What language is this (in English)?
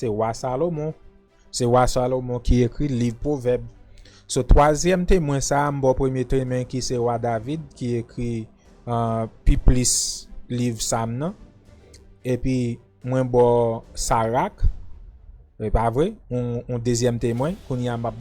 Haitian Creole